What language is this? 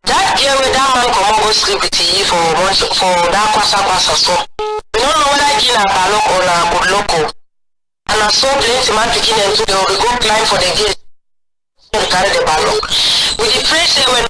Cameroon Pidgin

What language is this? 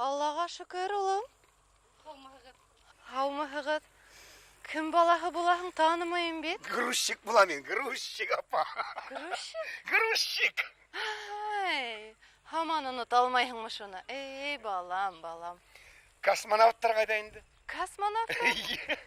Bashkir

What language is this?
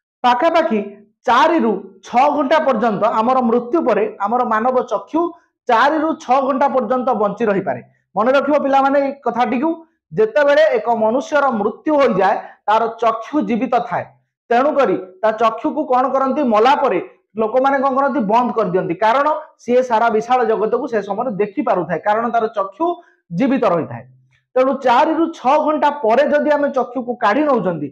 Odia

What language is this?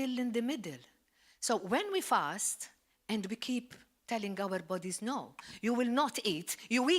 English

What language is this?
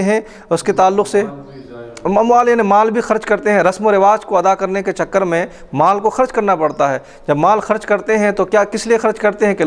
Urdu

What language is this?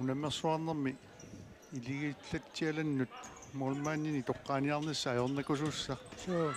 Kalaallisut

